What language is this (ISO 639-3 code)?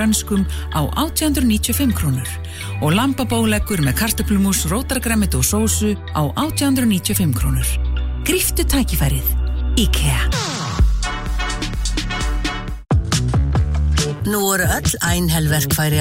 isl